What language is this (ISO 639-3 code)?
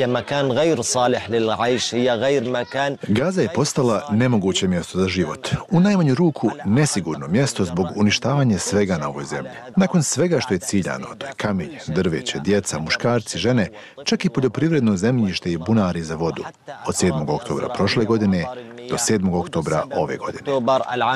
bos